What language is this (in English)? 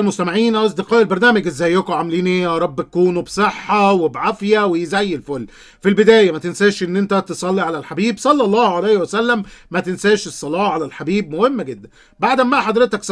Egyptian Arabic